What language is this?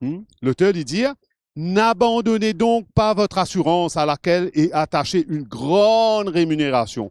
Morisyen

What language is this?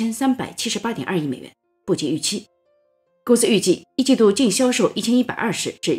Chinese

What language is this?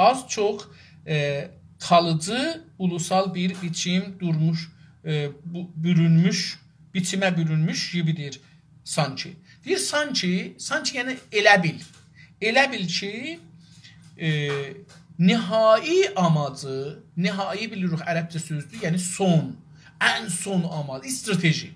South Azerbaijani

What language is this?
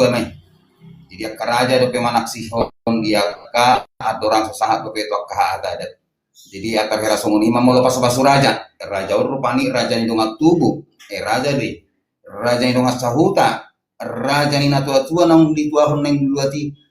Batak Toba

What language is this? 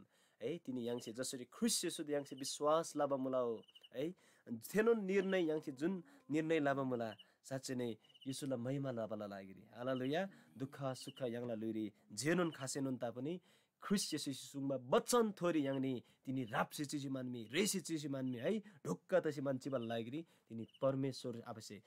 Eastern Tamang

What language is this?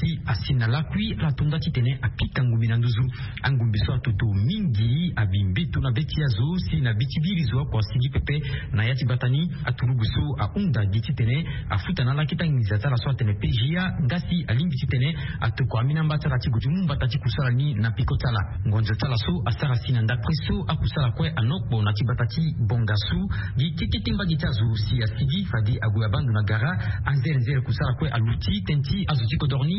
Sango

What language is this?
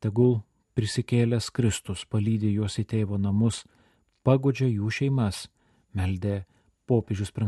Lithuanian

